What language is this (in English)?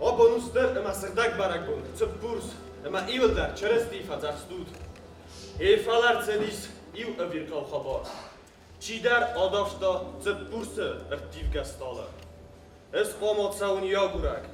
Ossetic